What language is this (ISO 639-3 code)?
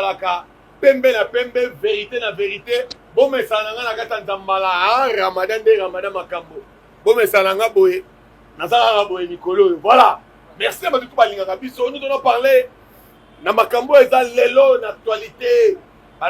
lin